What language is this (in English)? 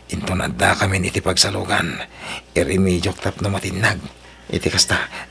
Iloko